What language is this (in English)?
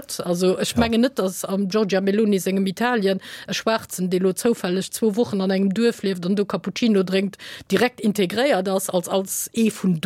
Luxembourgish